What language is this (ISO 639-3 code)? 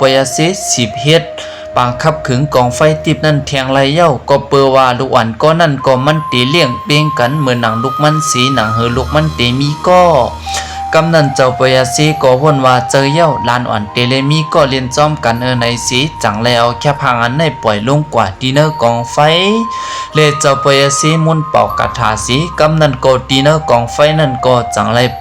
shn